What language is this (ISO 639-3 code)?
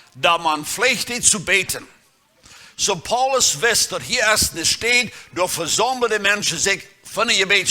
pdt